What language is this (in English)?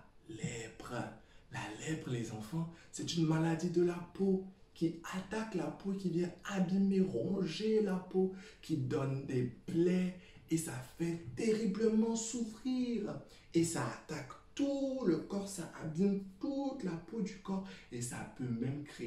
French